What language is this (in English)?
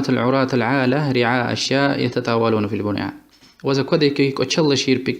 Lezghian